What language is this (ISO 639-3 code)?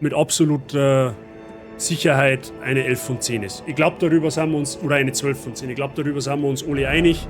bar